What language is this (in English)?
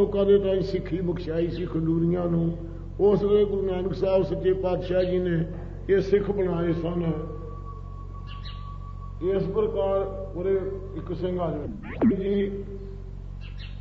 Punjabi